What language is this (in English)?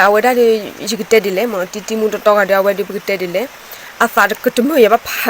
S'gaw Karen